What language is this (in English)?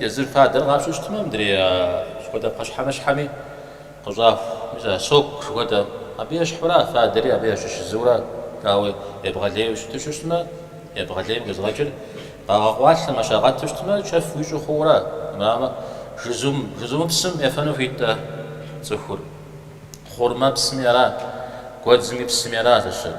Kabardian